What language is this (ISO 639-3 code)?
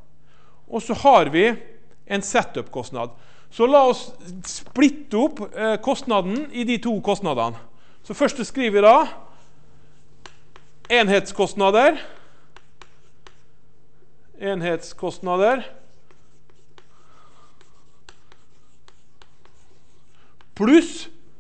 nor